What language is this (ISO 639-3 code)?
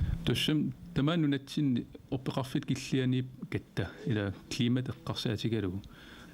kal